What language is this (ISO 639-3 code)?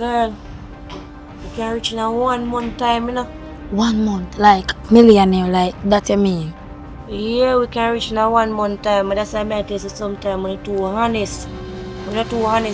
jam